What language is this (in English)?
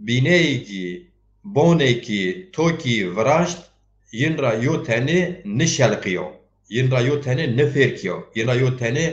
Zaza